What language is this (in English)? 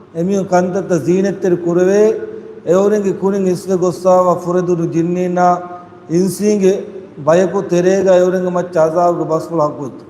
Divehi